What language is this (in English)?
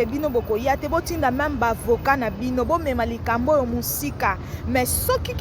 Lingala